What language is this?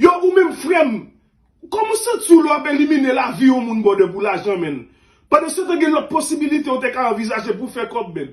Haitian Creole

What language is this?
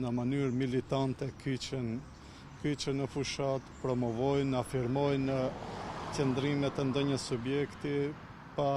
Albanian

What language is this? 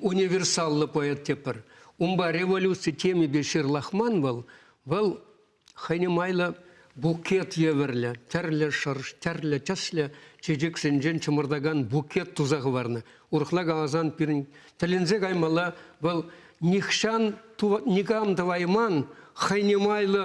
Chuvash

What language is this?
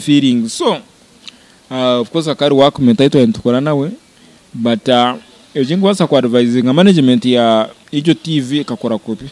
Nyankole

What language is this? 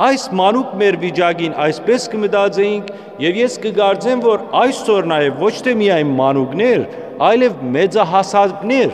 Western Armenian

